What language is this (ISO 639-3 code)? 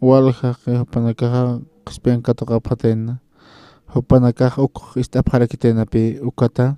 aym